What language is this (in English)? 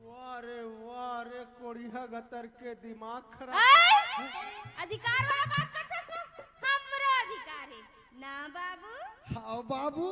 Chhattisgarhi